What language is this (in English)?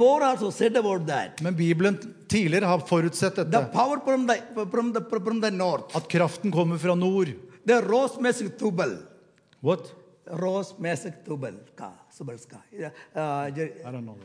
Norwegian